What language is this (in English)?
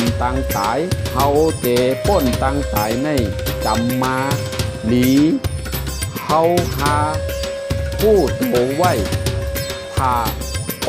Shan